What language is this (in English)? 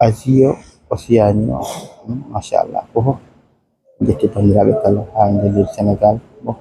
Fula